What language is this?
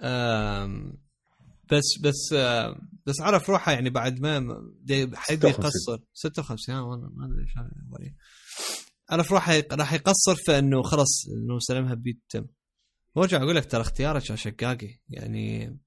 Mesopotamian Arabic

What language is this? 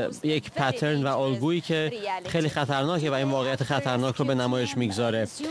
Persian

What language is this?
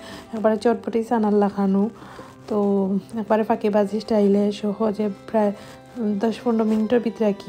Sylheti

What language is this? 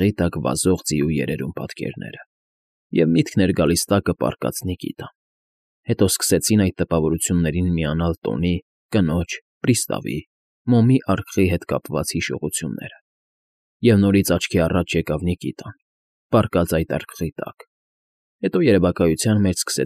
Armenian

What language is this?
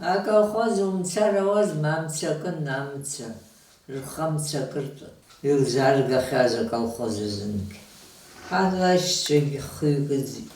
Abkhazian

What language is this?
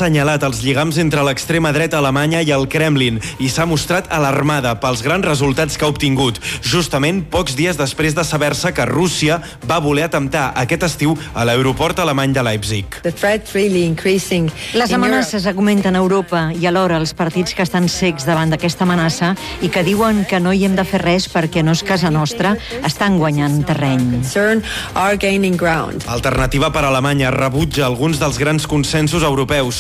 Catalan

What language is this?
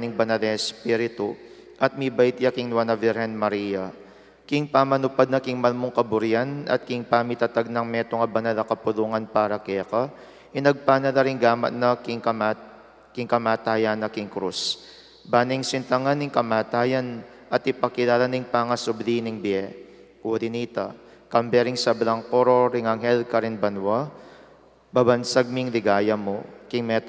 Pampanga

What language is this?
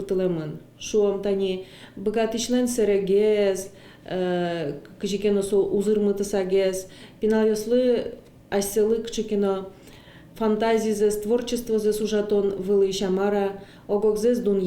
Udmurt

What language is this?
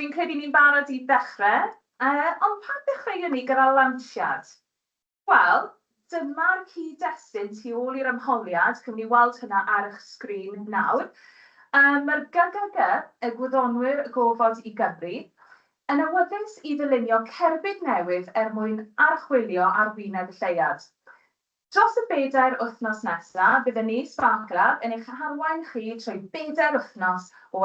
Welsh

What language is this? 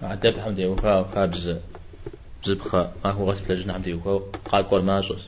Kabardian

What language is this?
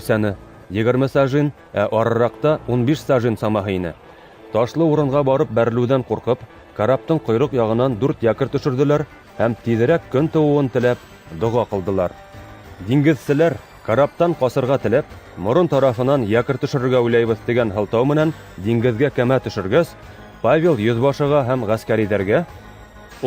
Bashkir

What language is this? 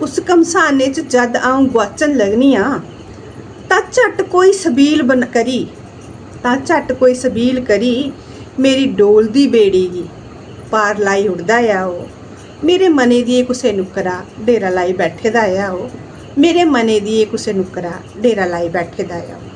Dogri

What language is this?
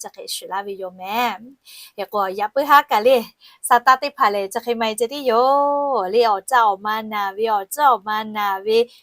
Lahu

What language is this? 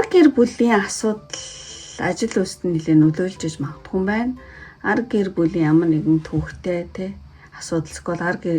Mongolian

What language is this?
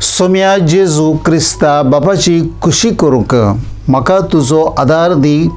Konkani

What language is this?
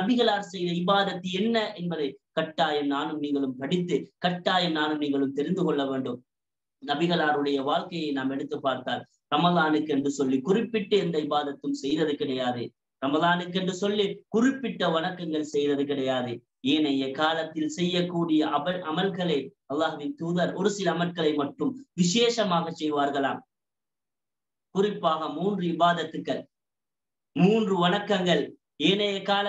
Tamil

